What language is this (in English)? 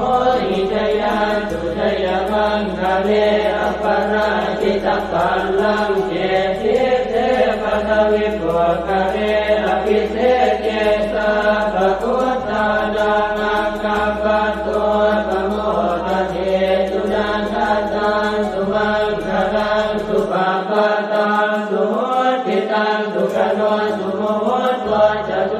Pali